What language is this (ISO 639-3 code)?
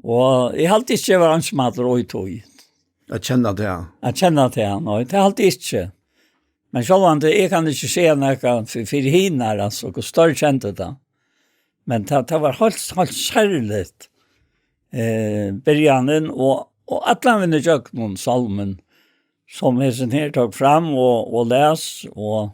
fao